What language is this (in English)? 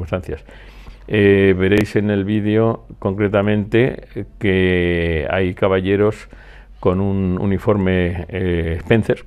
Spanish